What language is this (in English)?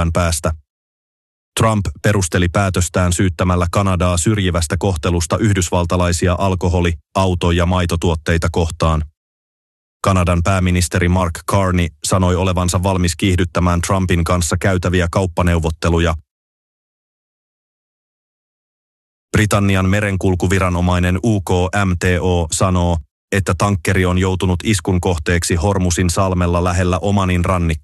Finnish